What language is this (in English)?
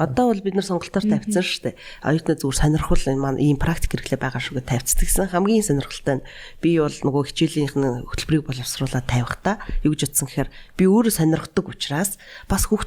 Mongolian